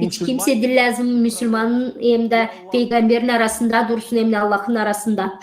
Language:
Gagauz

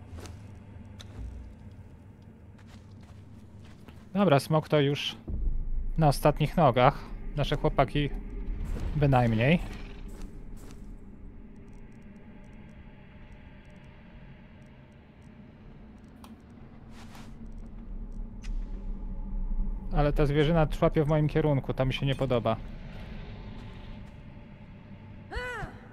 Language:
Polish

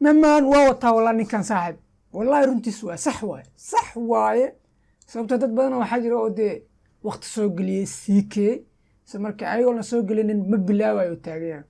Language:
Somali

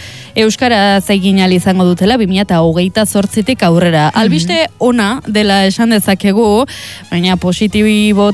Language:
Basque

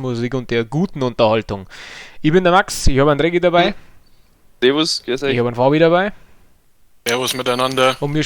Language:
Bavarian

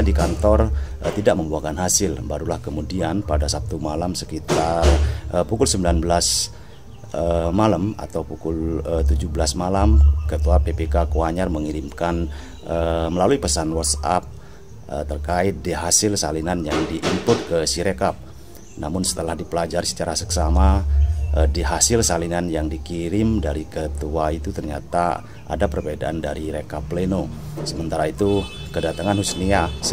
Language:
Indonesian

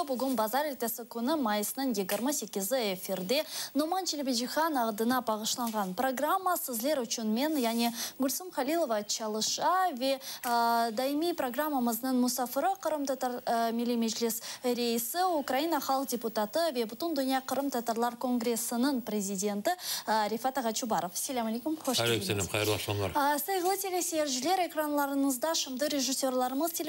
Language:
Crimean Tatar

